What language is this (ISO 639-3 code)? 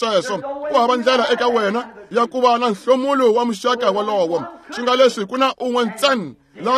tso